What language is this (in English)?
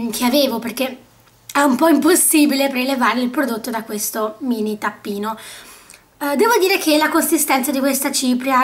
Italian